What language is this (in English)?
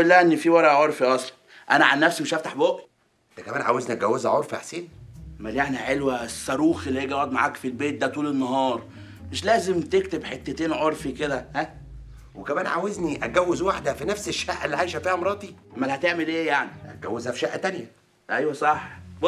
Egyptian Arabic